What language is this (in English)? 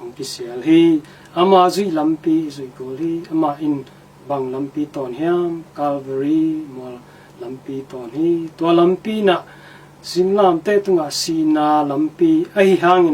Tedim Chin